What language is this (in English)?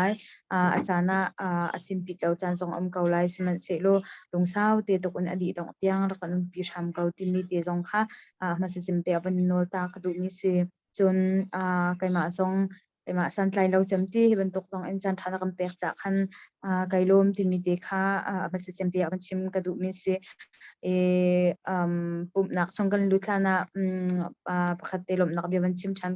Hakha Chin